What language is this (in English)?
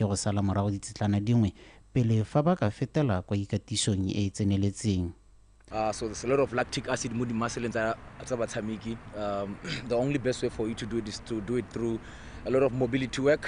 Tswana